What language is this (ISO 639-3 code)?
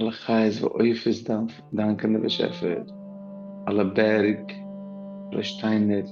yid